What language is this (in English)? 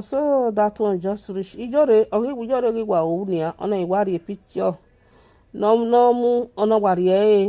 Nigerian Pidgin